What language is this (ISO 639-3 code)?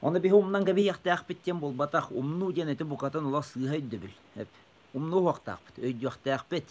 sah